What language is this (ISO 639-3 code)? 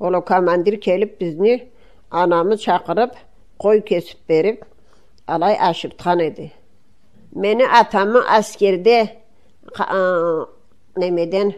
krc